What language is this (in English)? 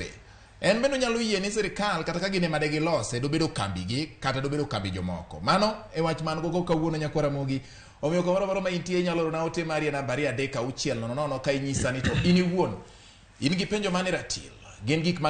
Luo (Kenya and Tanzania)